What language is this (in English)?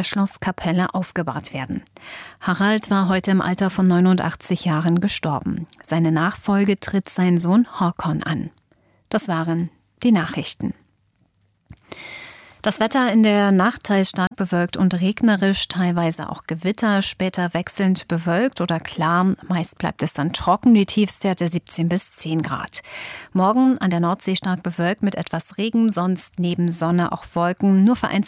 German